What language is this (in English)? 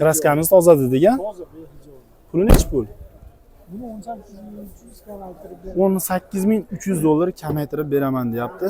Uzbek